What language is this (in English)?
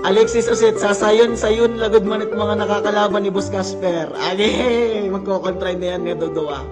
Waray